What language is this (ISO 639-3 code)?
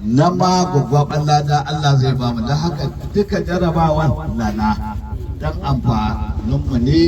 hau